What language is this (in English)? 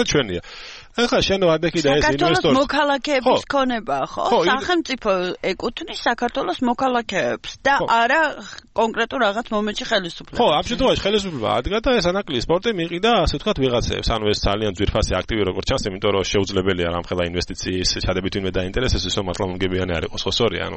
Georgian